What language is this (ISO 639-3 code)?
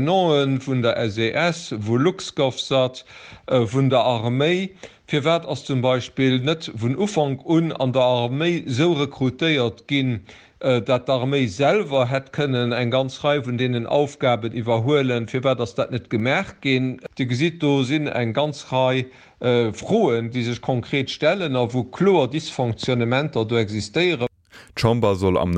ltz